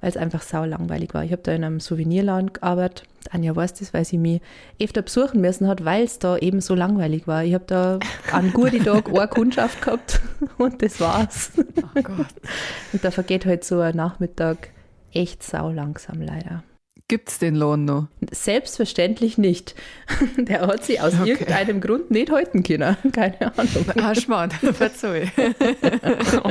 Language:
Bavarian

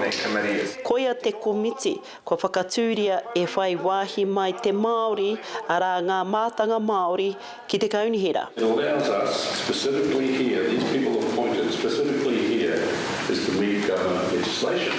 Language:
Māori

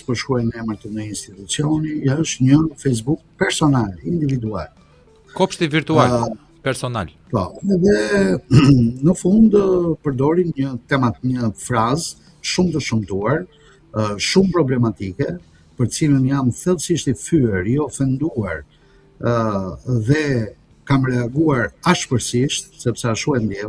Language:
Albanian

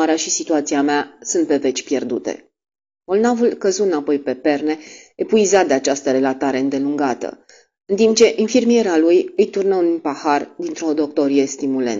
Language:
Romanian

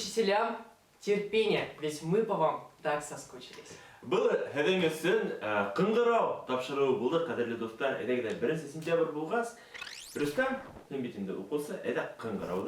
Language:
Bashkir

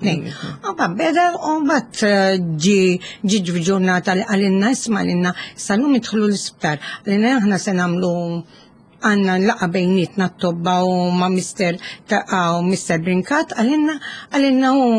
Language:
Maltese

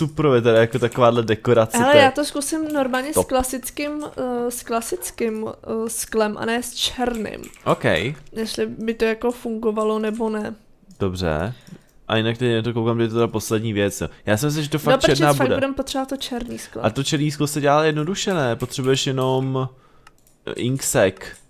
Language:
Czech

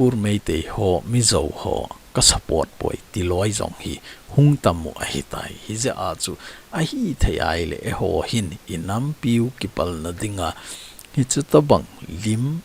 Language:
Thado Chin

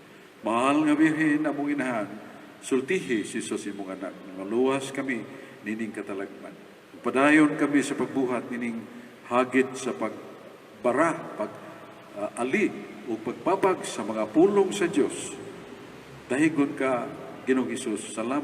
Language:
Cebuano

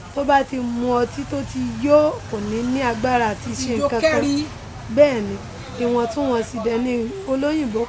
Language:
Yoruba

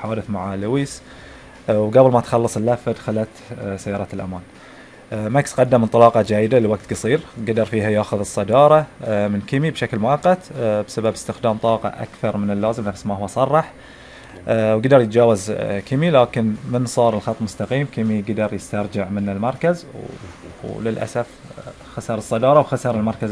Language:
Gulf Arabic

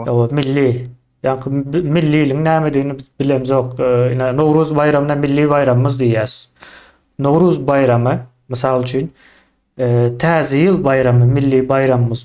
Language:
Turkmen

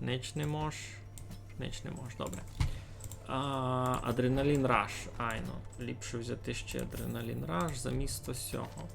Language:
Rusyn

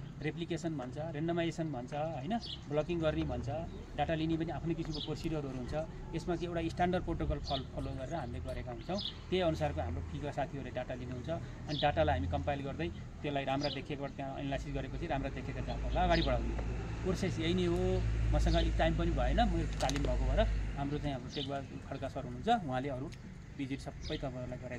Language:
Nepali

